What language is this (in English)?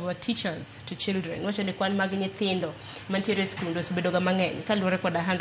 Luo (Kenya and Tanzania)